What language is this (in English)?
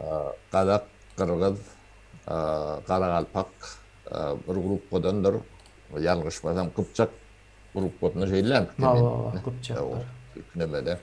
Turkmen